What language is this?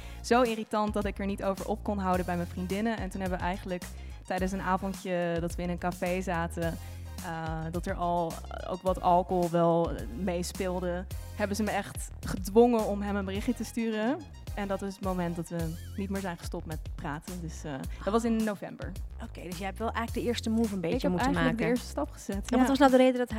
Dutch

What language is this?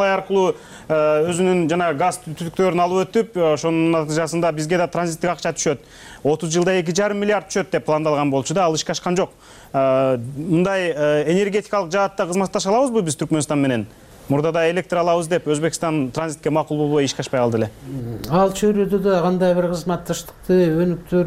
Kyrgyz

